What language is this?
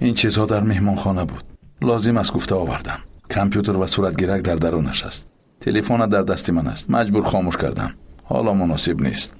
Tajik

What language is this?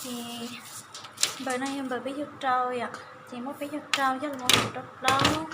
Hmong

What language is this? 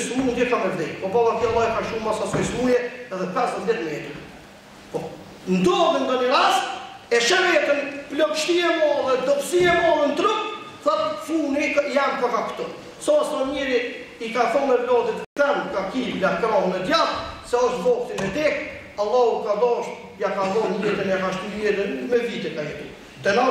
Albanian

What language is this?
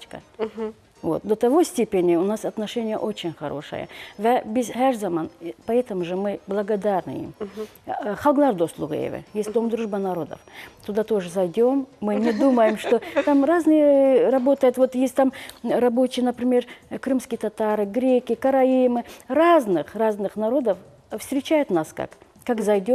Crimean Tatar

